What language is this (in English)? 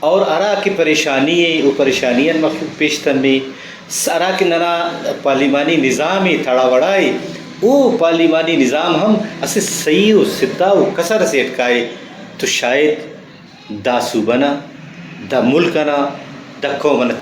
Brahui